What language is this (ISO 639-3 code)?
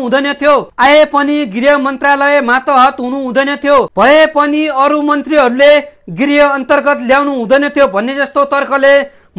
nep